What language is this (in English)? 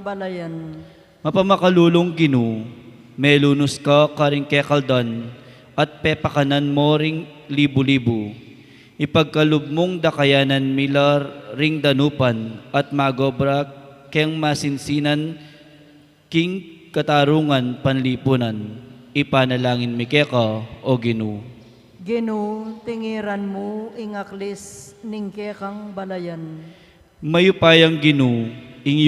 Pampanga